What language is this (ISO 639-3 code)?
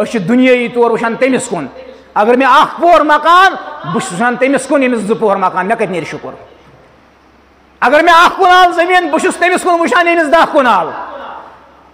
kas